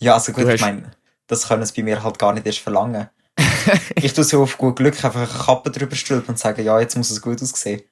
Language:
Swiss German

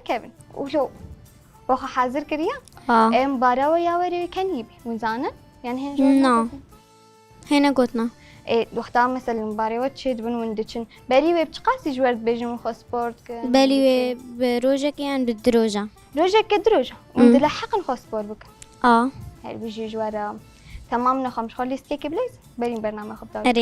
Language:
Kurdish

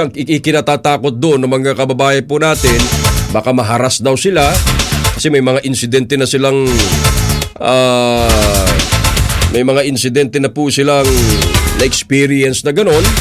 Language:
Filipino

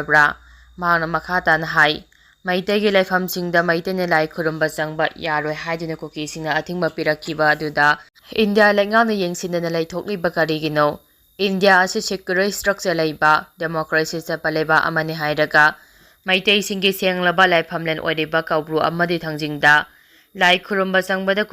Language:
Manipuri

